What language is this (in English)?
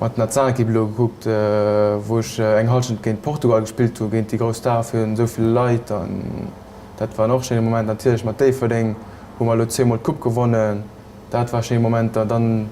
Luxembourgish